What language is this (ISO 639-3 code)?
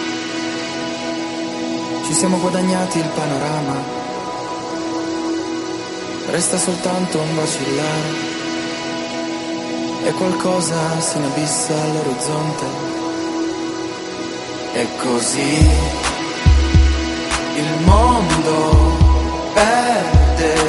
ita